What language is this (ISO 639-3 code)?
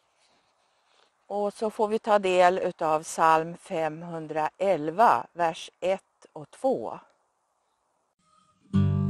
swe